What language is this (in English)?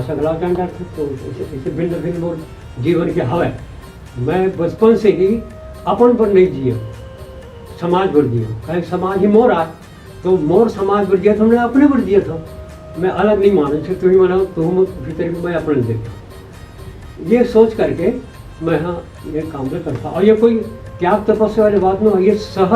Chhattisgarhi